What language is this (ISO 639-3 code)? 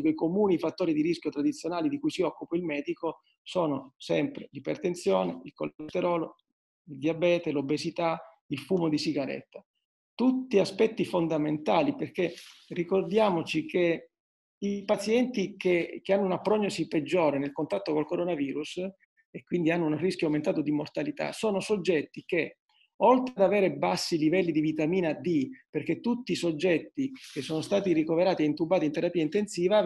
ita